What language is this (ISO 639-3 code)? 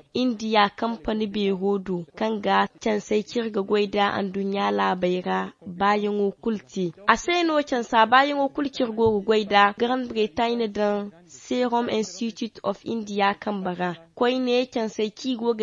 dje